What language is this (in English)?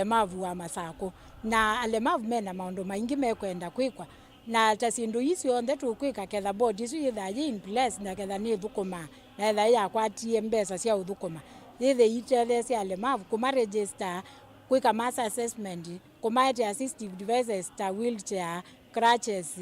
Kamba